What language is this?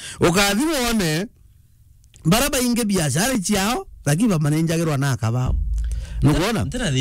Meru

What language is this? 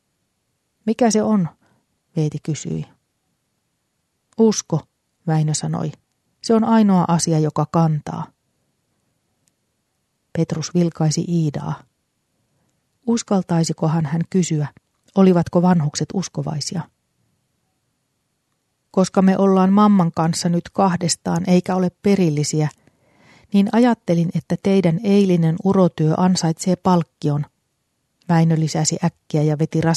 Finnish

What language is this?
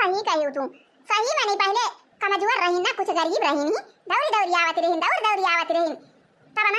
Awadhi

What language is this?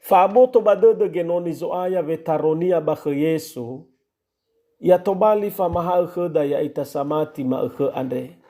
Nias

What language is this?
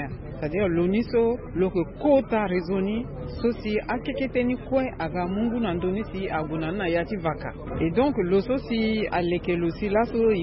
Sango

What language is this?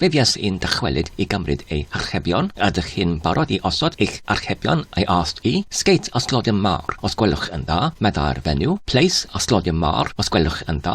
Welsh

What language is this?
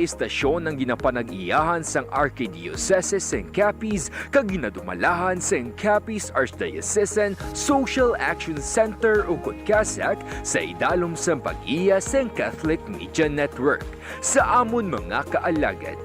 Hiligaynon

